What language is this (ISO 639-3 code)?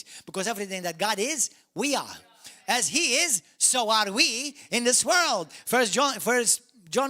eng